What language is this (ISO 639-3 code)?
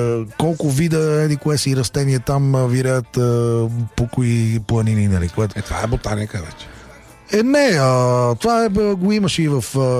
bul